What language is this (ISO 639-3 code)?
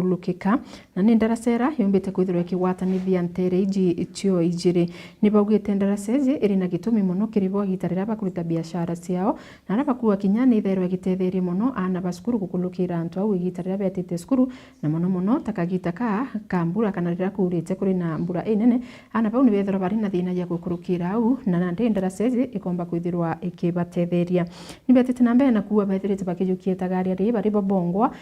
mer